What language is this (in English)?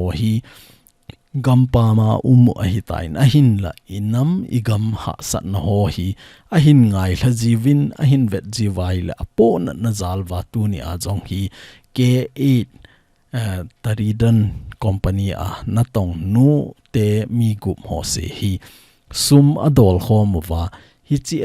Thado Chin